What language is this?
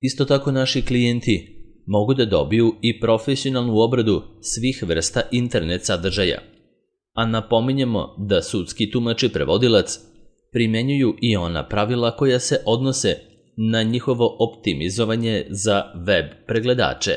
Serbian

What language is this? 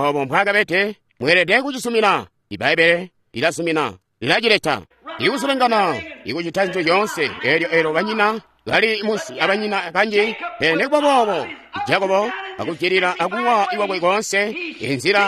Tonga (Zambia)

